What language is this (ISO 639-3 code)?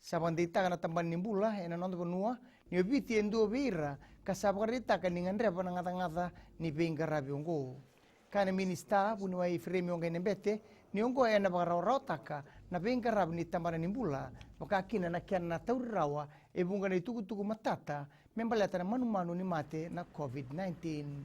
fij